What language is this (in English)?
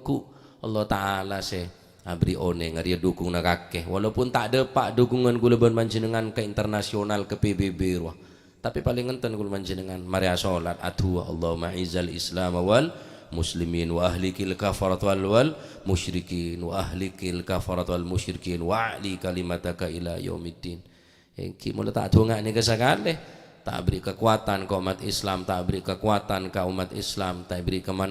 Madurese